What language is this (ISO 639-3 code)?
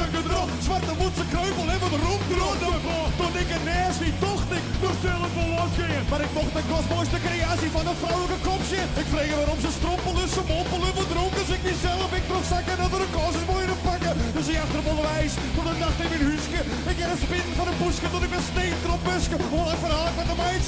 fry